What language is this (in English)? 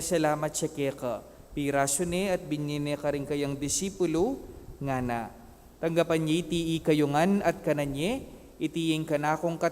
Pampanga